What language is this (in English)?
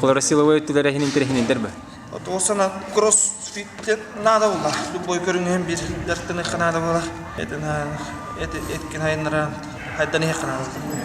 Yakut